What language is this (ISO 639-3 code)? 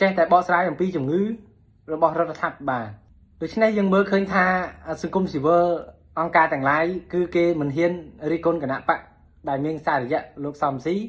khm